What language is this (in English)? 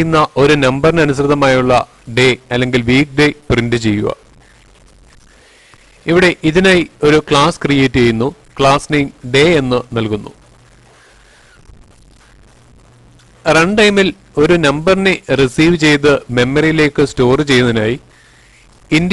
Malayalam